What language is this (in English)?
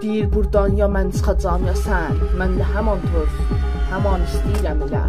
South Azerbaijani